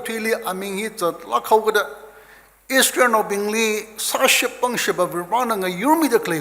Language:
Tangkhul Naga (India)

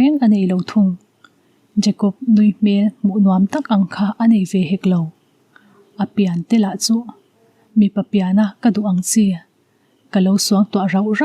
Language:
Mizo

